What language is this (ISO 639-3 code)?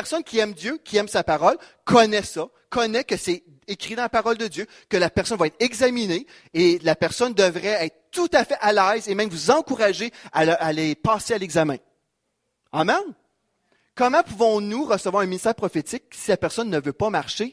fra